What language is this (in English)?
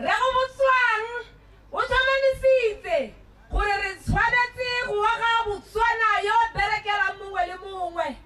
Tswana